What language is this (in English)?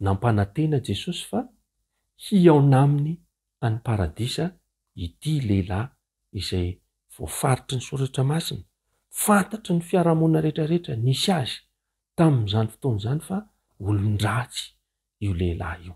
Malagasy